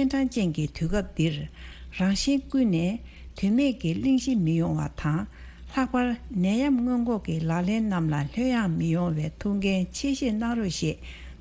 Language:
Tibetan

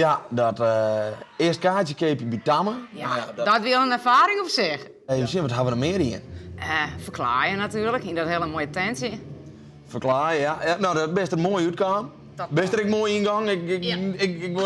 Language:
Western Frisian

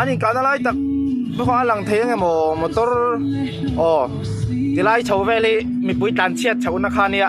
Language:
Mizo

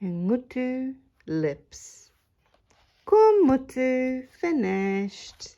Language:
Māori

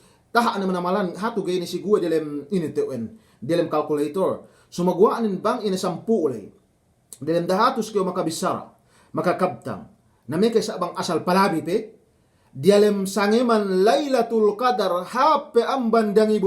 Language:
Yakan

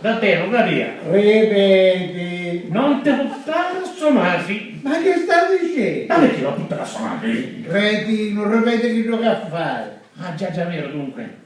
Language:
Sicilian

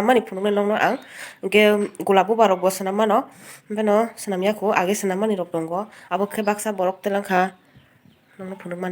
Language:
Kok Borok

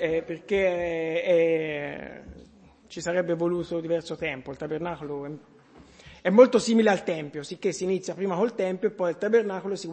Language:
Italian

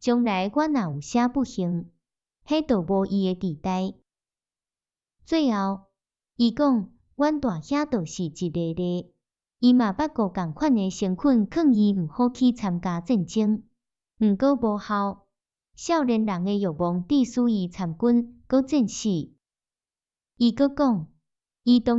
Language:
Min Nan Chinese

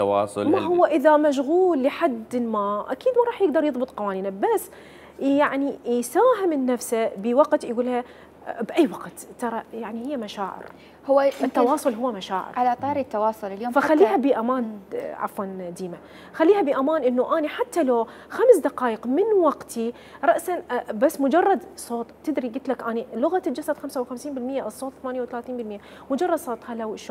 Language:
Mesopotamian Arabic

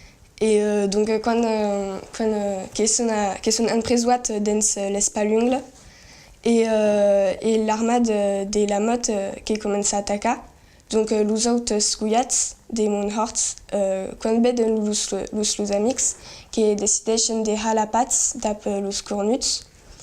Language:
Occitan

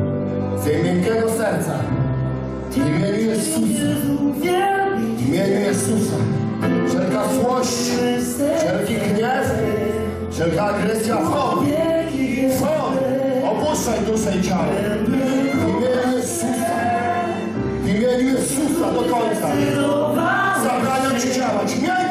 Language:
Polish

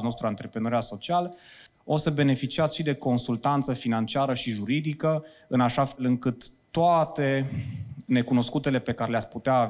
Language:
Romanian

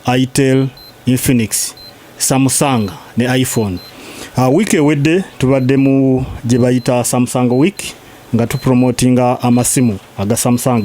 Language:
Ganda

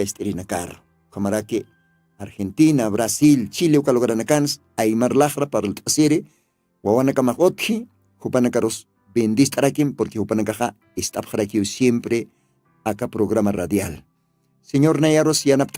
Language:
Aymara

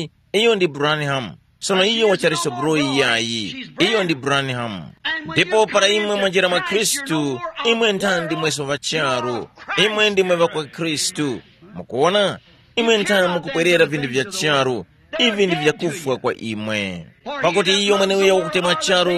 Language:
Tumbuka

